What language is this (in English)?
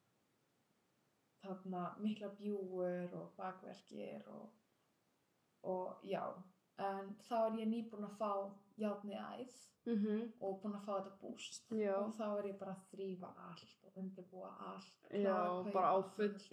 Icelandic